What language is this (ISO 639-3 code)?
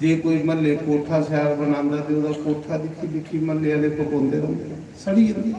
doi